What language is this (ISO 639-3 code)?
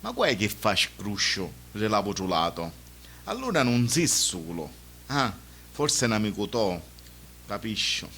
scn